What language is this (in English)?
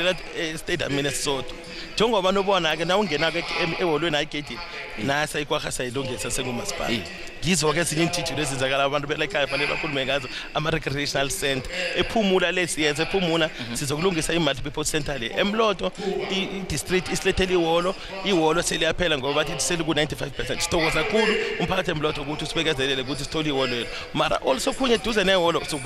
South Ndebele